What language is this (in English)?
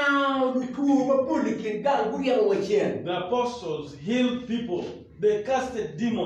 Acoli